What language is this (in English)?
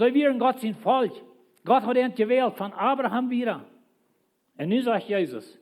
Plautdietsch